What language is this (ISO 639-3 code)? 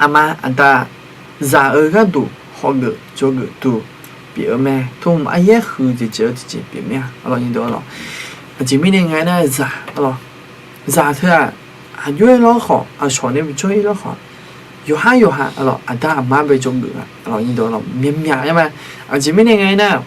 ahk